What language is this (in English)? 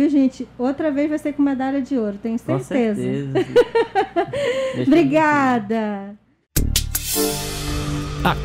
Portuguese